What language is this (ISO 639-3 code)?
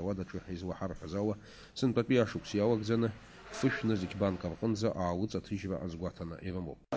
abk